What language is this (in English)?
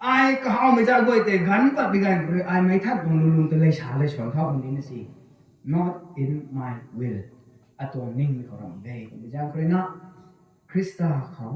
Rongmei Naga